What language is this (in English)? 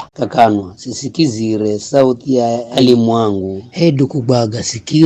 Giryama